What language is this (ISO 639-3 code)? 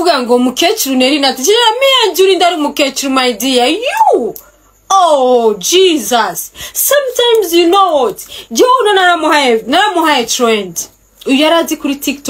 run